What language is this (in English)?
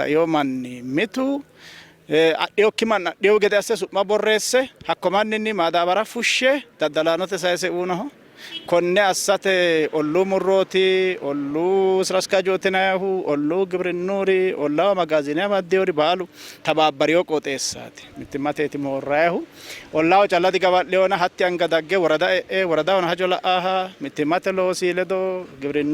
Sidamo